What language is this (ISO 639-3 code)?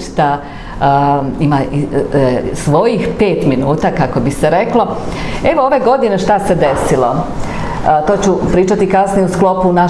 srp